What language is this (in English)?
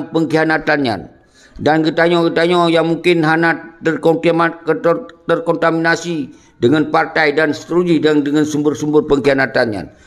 Achinese